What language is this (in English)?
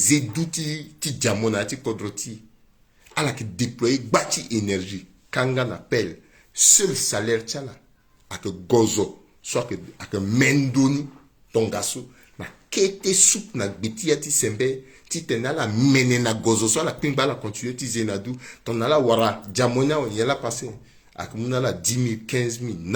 Sango